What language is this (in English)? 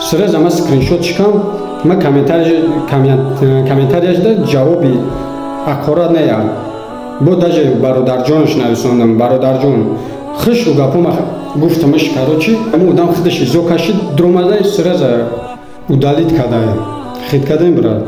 Tajik